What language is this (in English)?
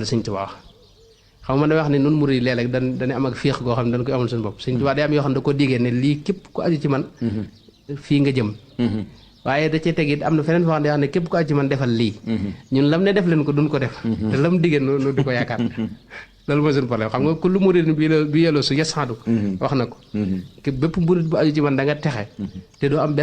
Wolof